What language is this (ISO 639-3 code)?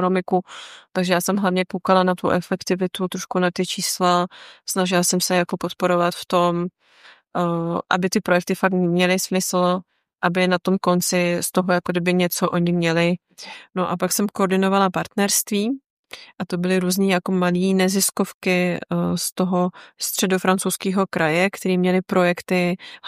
ces